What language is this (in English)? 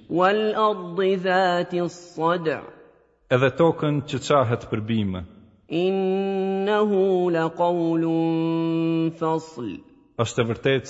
Albanian